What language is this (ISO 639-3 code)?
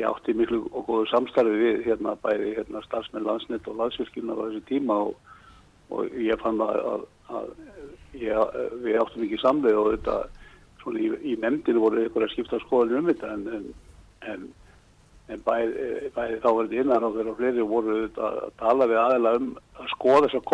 isl